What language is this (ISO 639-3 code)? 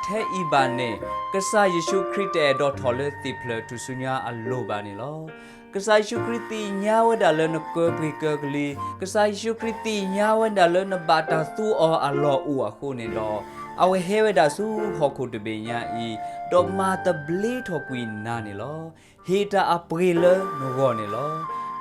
ksw